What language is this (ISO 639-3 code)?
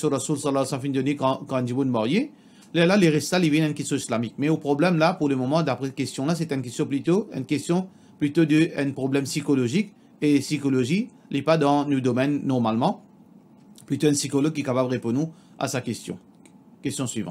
mfe